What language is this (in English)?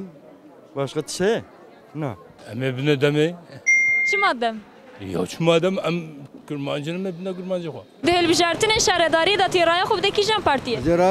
Kurdish